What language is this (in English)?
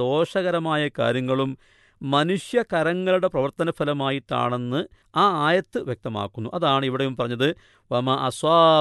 Malayalam